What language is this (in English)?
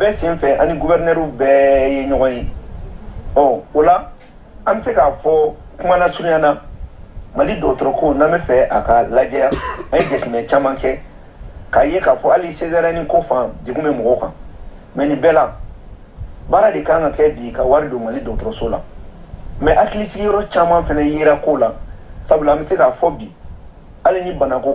Bambara